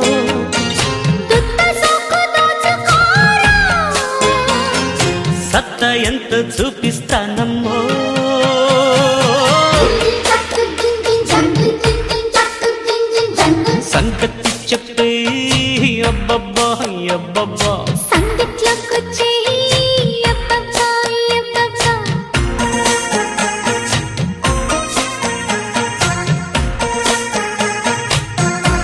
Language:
Telugu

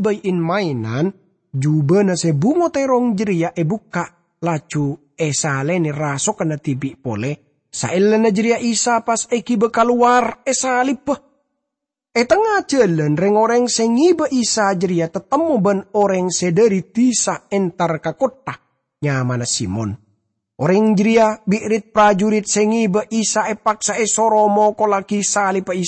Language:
Madurese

